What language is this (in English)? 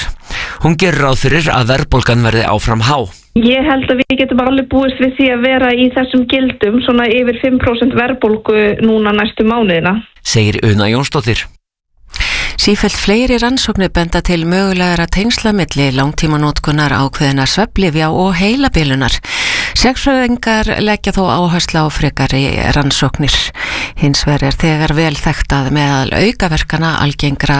Icelandic